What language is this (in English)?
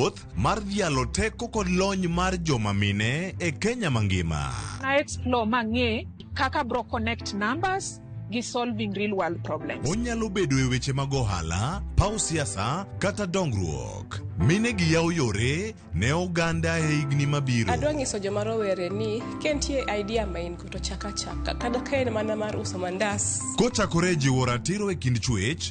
Luo (Kenya and Tanzania)